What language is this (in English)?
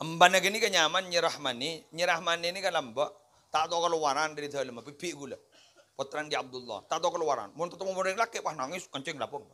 Madurese